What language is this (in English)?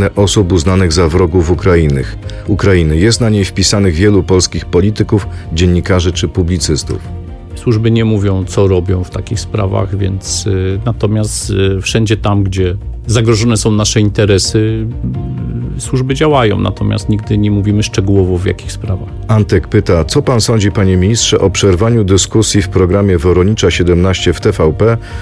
Polish